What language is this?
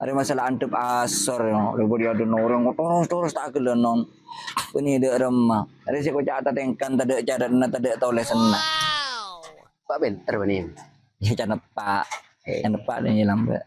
Madurese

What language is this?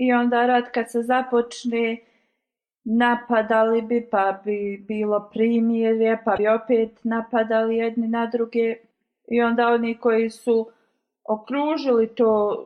Bosnian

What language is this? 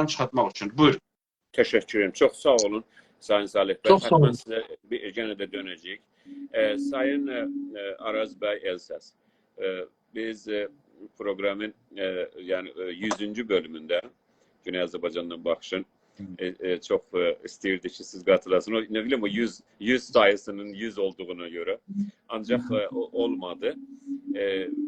South Azerbaijani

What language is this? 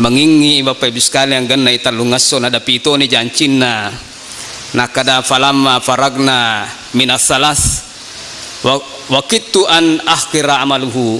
Buginese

